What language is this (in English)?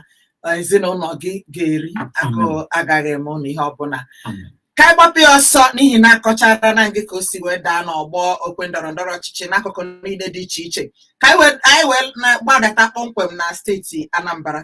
Igbo